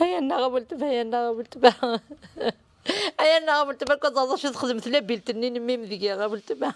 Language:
Kabyle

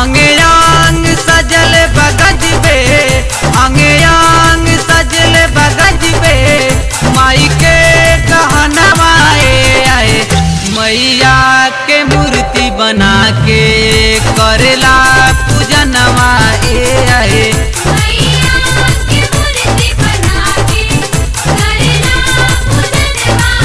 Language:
Bhojpuri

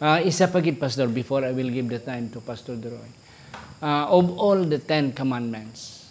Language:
Hiligaynon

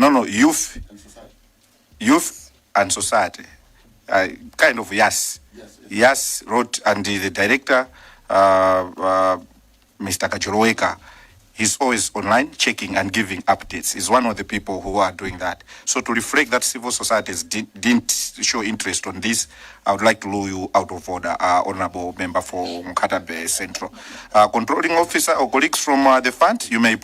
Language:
English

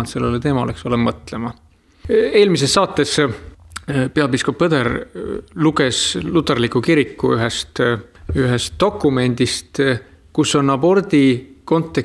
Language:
Estonian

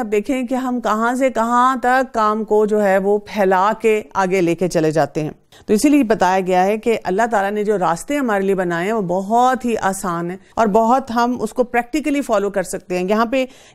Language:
Urdu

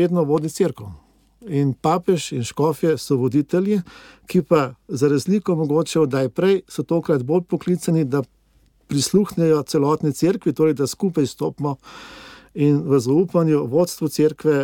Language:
Slovenian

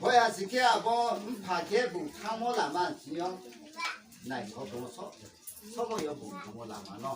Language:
Riang (India)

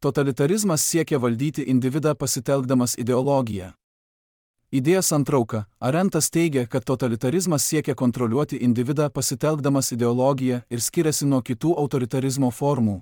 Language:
Lithuanian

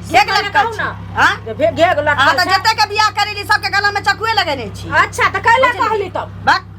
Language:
Maithili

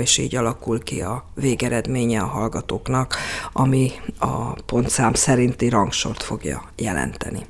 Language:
Hungarian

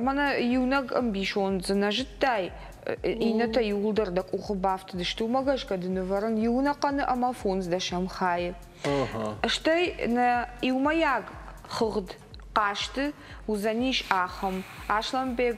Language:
Ossetic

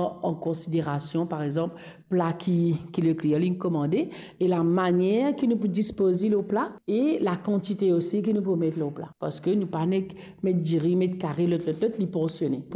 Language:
Morisyen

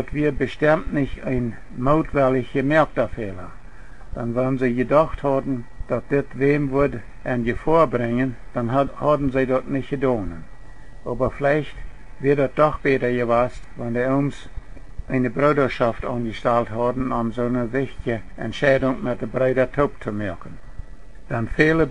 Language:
Plautdietsch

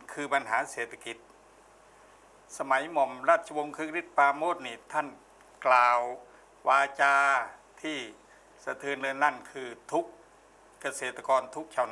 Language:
Thai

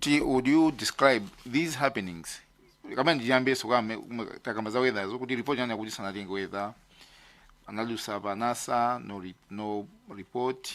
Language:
Nyanja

